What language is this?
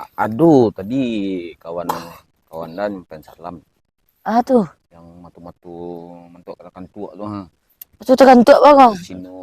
Minangkabau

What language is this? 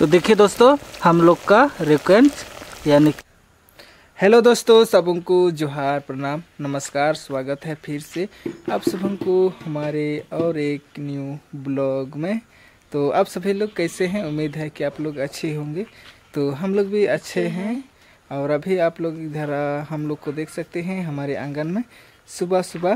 Hindi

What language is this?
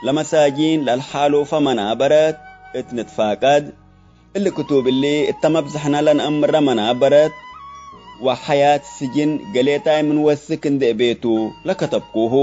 Tigre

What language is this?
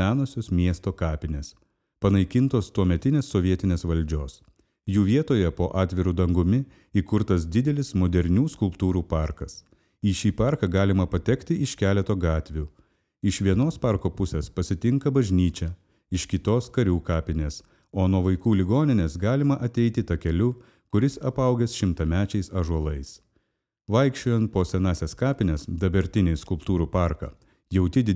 Lithuanian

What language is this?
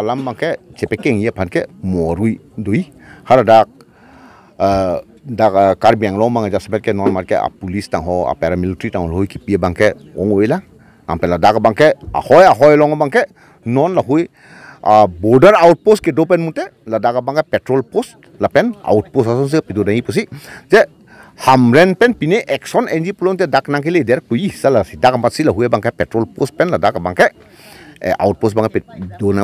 Karbi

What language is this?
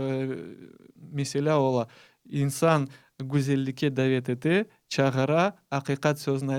Crimean Tatar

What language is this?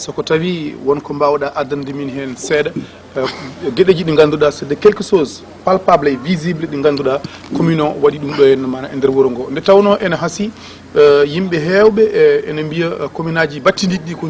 Fula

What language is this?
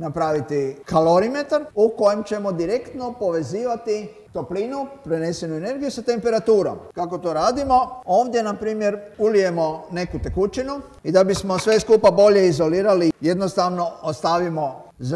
Croatian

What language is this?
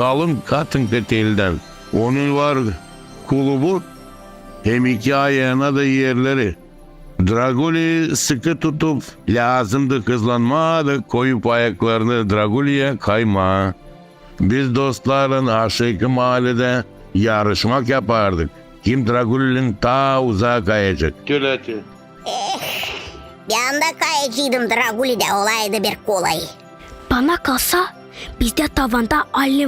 Gagauz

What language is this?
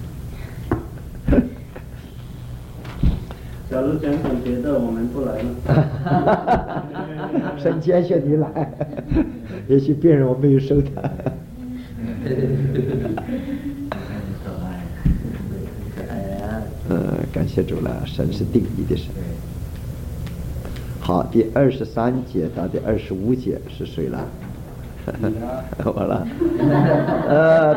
Chinese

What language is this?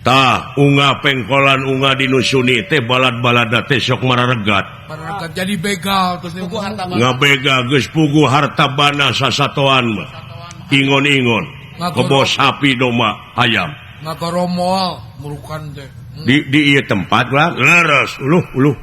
Sundanese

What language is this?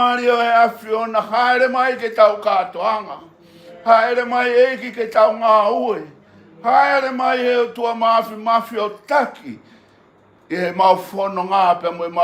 Tongan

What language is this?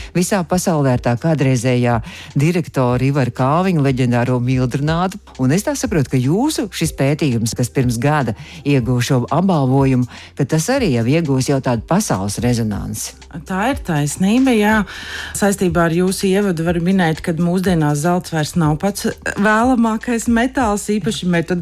Latvian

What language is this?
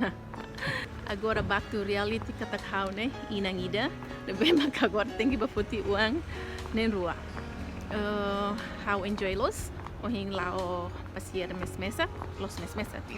Tetum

